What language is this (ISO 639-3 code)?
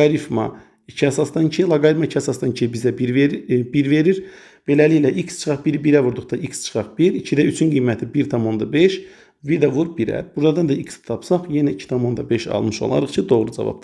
aze